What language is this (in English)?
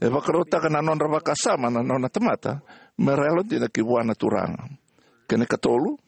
Fijian